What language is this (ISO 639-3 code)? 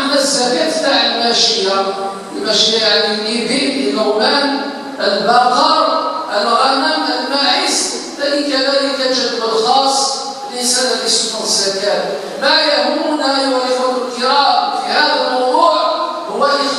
arq